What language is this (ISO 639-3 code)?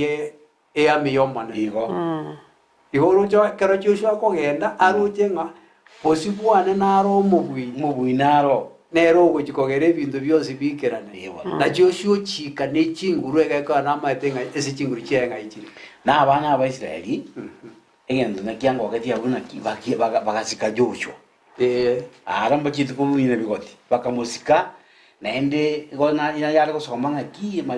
guz